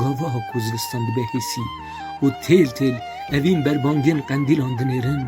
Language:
Kurdish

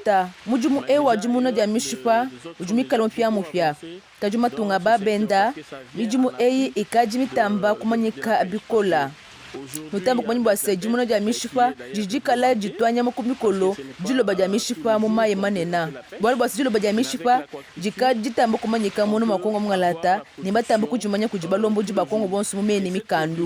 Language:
Luba-Lulua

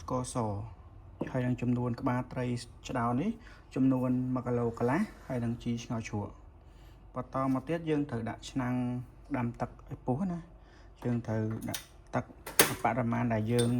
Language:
Khmer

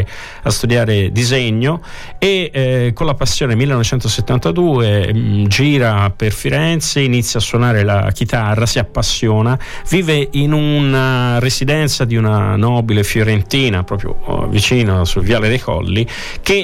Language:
Italian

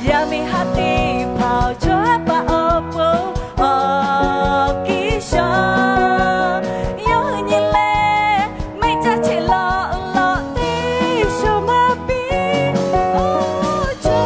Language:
Lahu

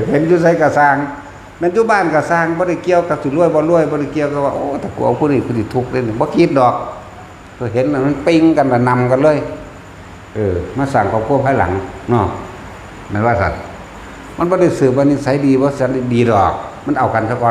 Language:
Northeastern Thai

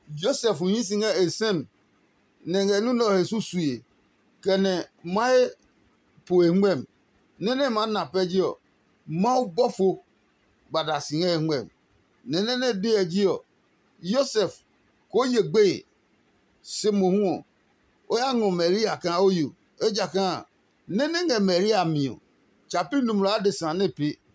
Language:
Adangme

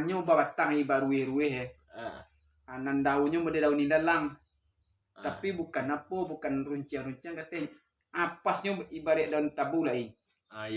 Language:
Minangkabau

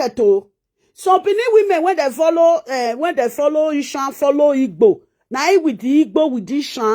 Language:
Nigerian Pidgin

